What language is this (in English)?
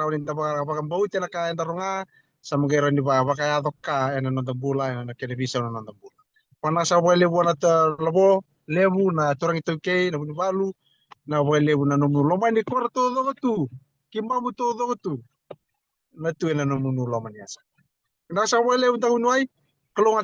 Fijian